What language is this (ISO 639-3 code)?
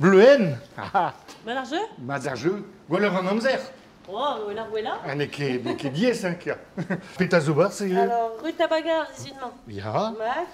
bre